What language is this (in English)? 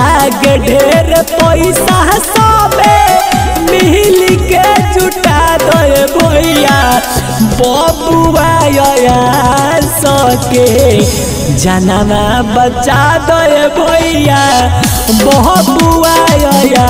Bhojpuri